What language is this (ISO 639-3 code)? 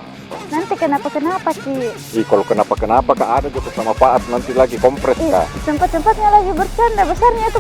mfp